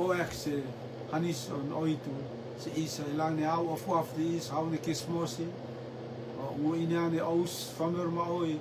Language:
Rotuman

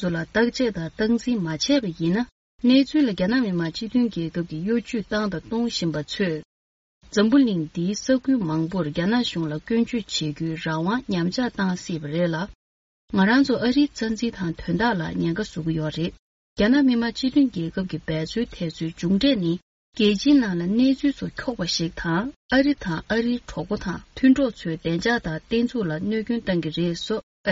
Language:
Tibetan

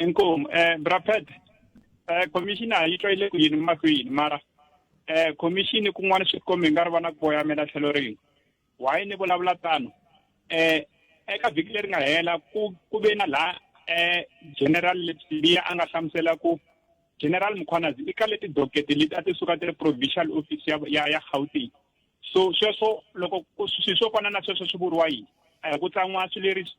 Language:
Tsonga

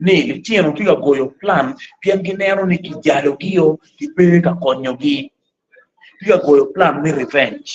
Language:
Acoli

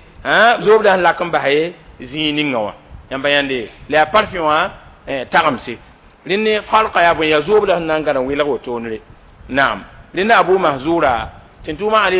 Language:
Mossi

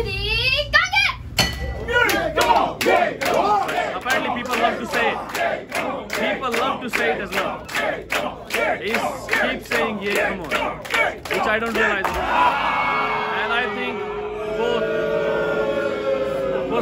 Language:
Japanese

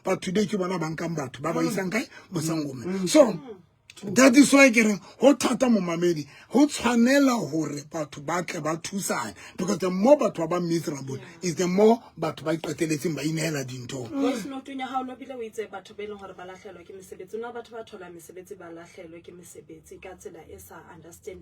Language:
Southern Sotho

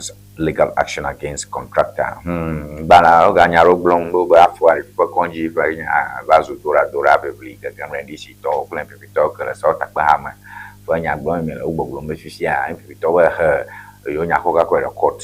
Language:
Ewe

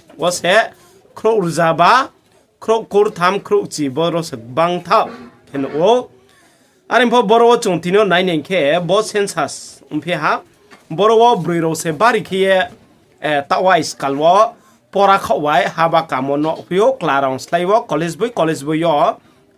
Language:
Riang (India)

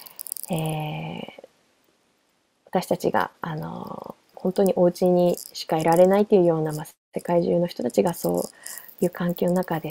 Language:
Japanese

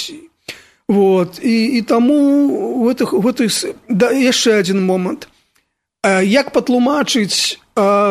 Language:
Belarusian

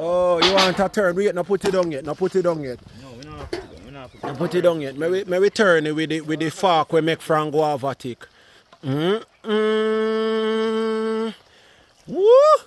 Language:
Jamaican Creole English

